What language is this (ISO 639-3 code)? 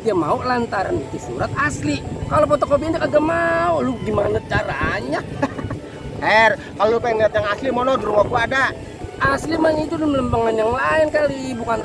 bew